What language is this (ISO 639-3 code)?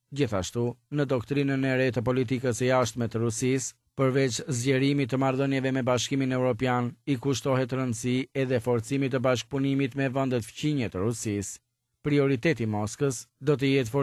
sqi